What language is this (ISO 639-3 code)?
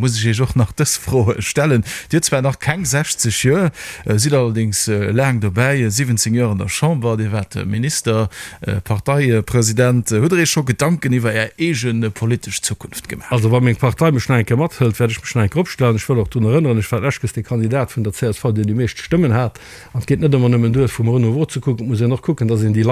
ltz